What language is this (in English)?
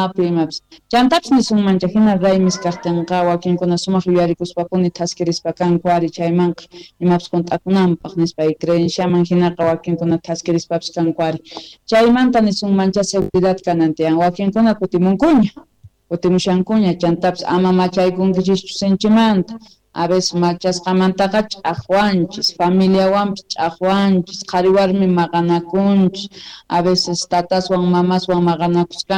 South Bolivian Quechua